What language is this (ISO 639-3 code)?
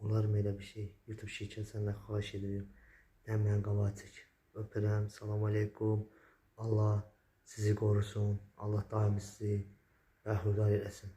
aze